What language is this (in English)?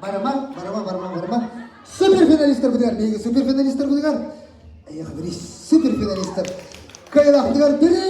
Yakut